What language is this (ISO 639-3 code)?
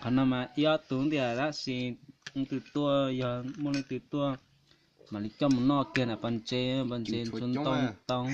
hmn